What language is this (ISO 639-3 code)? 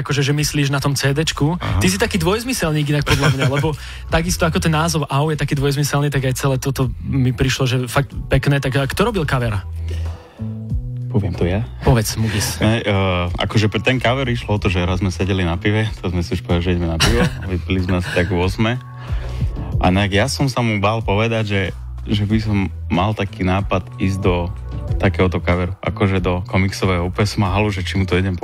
slk